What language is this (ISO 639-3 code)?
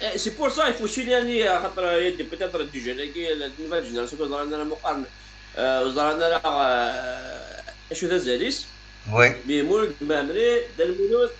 kab